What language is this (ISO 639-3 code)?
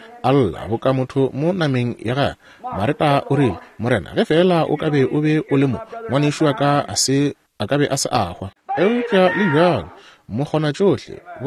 nso